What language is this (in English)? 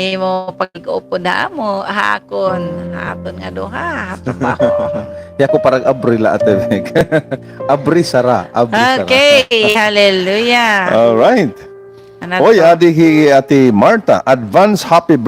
Waray